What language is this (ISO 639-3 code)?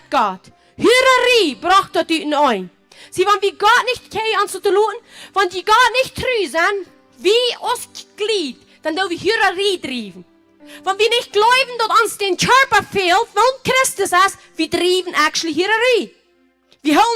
pdt